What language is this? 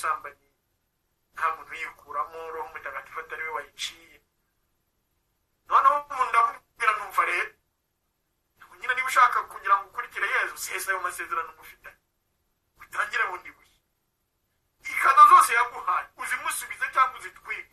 Kinyarwanda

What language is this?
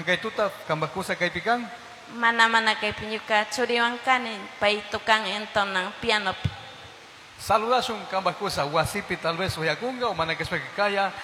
Chimborazo Highland Quichua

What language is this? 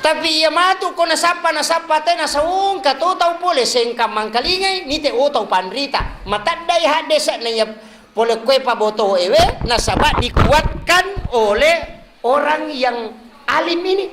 Buginese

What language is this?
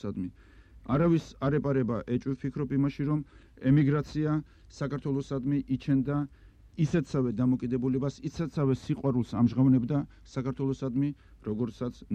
Georgian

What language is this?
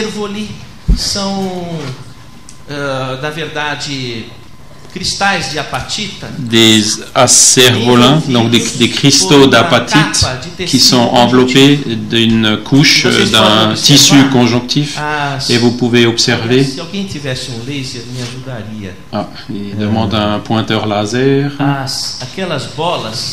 French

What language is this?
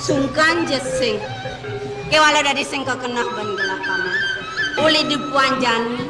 Balinese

